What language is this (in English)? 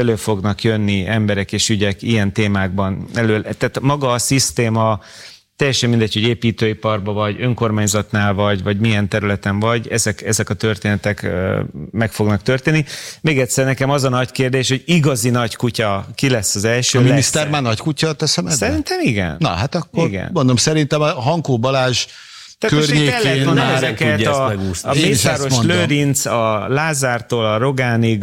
Hungarian